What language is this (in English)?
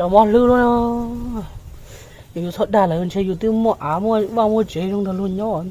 Hmong